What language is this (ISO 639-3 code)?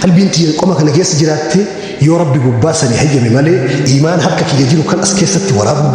orm